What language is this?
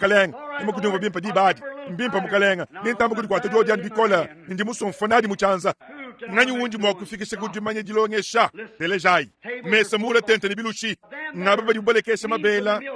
Luba-Lulua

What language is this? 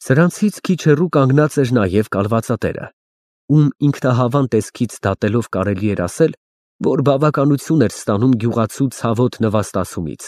Armenian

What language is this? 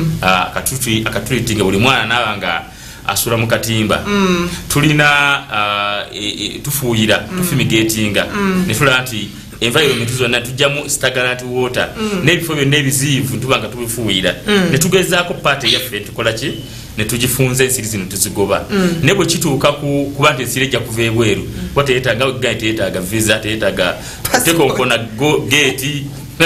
Ganda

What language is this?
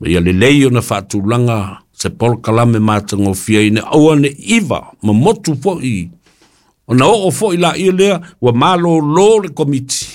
Samoan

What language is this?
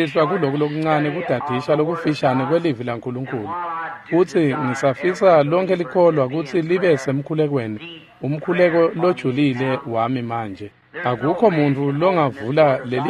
Swati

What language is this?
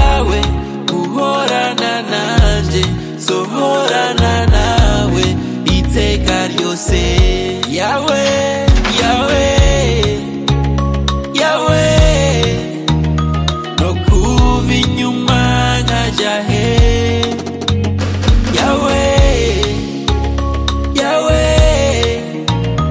Kinyarwanda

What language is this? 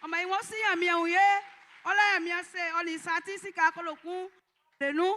Baoulé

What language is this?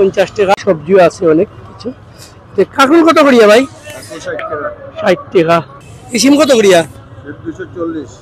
Sylheti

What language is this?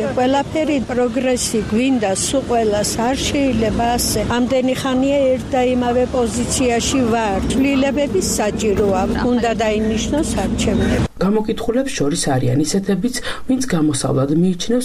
Georgian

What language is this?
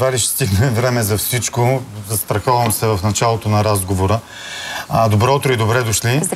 Bulgarian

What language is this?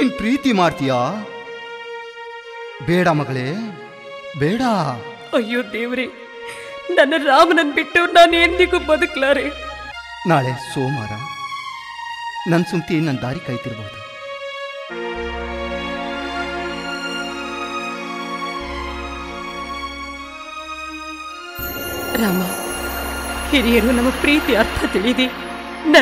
Kannada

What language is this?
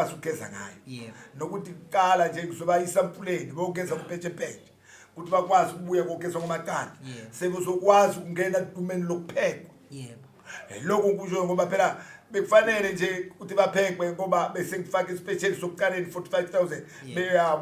Zulu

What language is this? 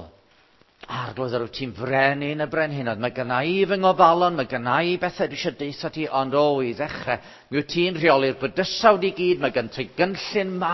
Welsh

